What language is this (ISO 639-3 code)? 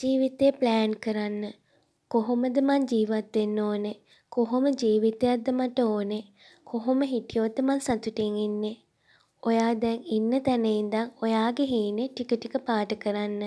sin